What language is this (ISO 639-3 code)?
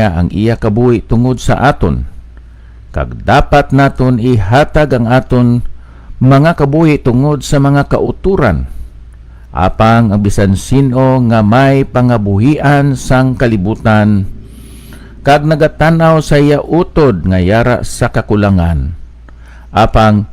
hil